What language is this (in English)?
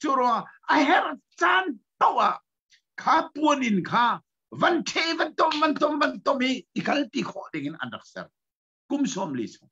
Hakha Chin